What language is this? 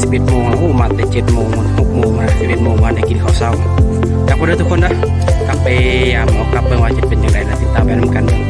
Lao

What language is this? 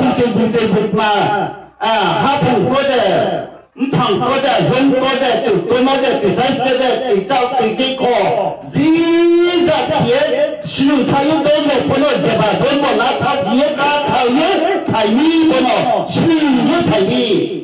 Riang (India)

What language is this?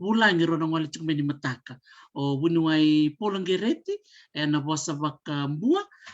Fijian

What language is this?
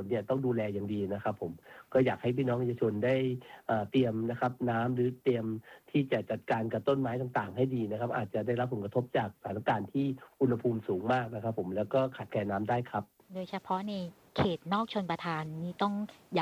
Thai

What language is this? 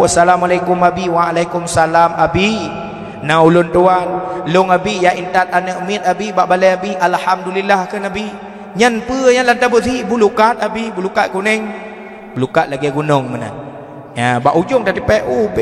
Achinese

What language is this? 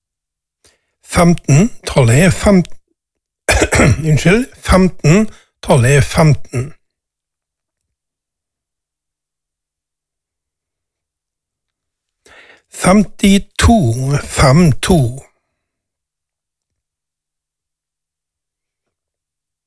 Norwegian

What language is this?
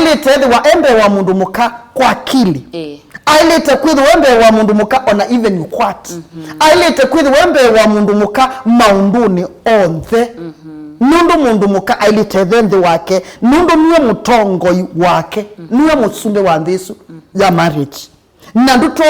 Kamba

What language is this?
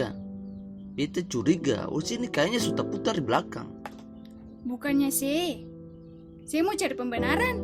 Ambonese Malay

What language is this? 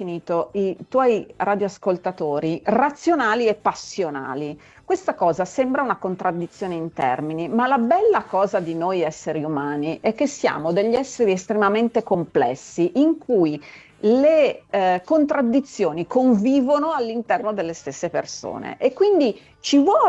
Italian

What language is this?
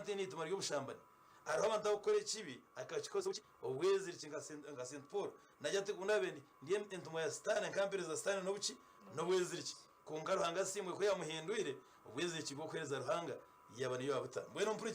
Nyankole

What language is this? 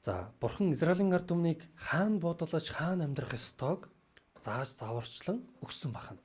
Mongolian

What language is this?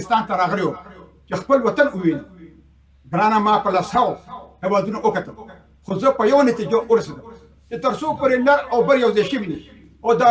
Pashto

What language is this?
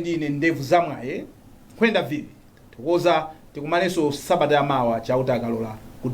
Nyanja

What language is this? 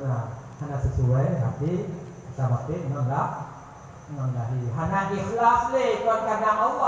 Achinese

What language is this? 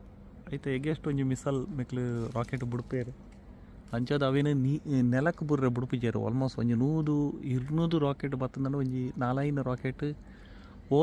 Tulu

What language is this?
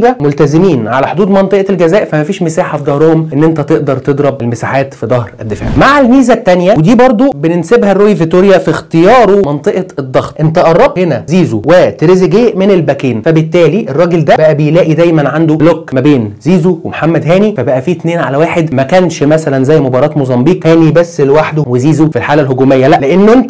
Egyptian Arabic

